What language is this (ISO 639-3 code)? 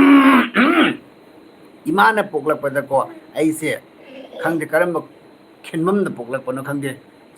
mni